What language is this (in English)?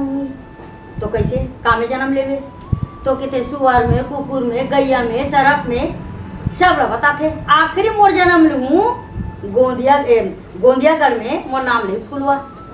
Chhattisgarhi